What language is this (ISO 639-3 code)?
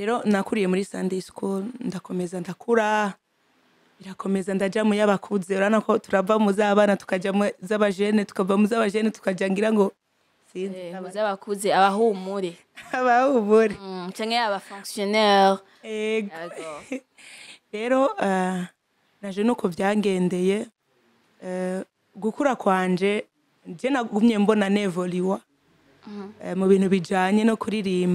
run